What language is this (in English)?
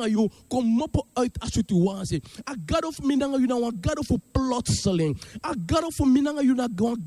Sranan Tongo